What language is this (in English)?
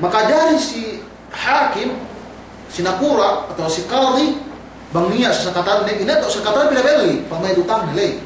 Yakan